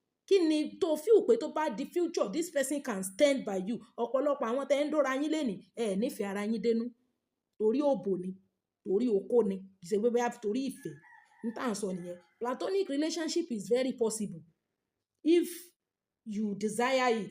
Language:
Yoruba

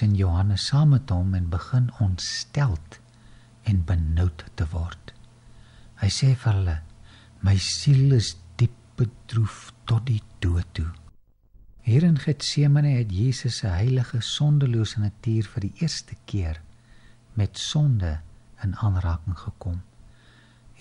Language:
Afrikaans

